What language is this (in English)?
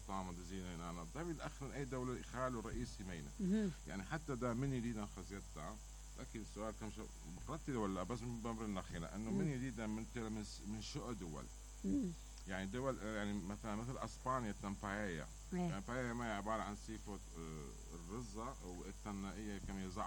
Mesopotamian Arabic